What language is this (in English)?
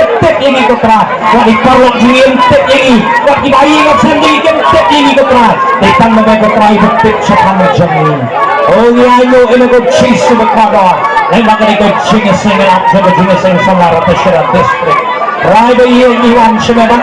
Khasi